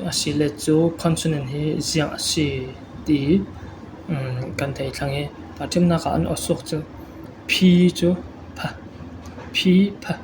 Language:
Falam Chin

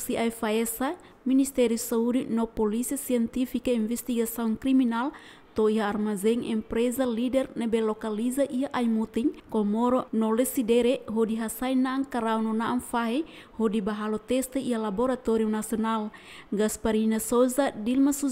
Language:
Tetum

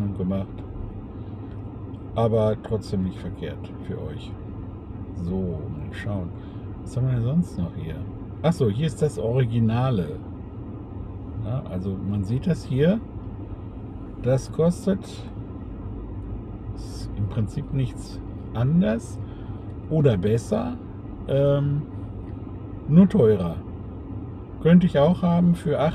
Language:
German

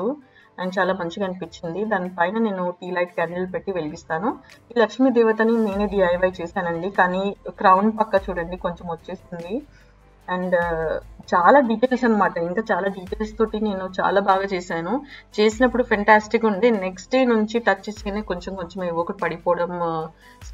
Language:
Telugu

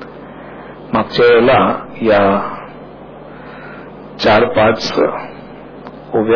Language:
Marathi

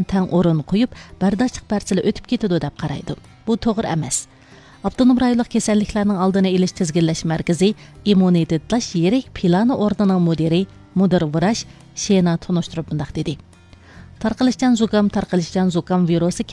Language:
Uyghur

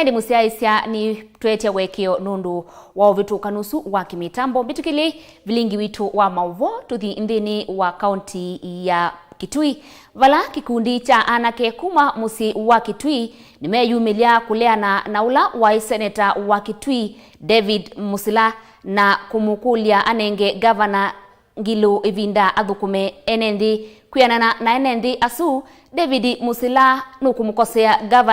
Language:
Kamba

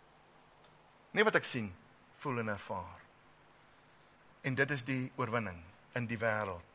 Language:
Afrikaans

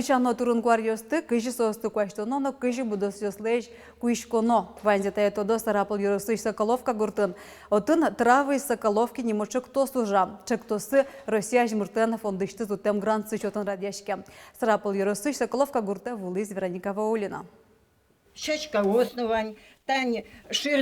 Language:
Udmurt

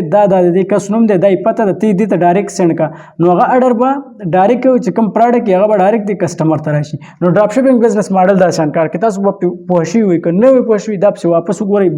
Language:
Pashto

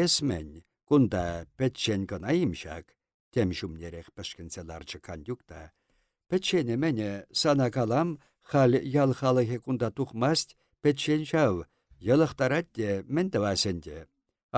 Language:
Chuvash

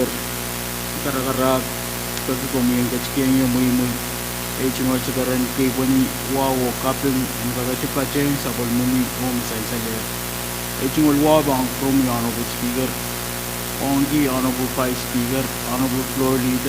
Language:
Pohnpeian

